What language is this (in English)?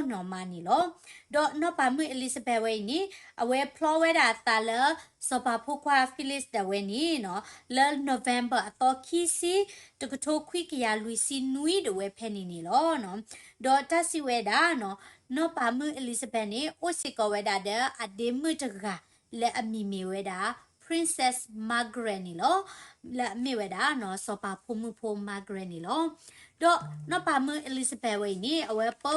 S'gaw Karen